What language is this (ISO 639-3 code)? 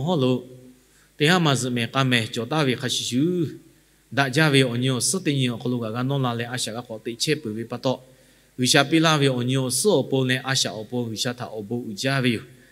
lhu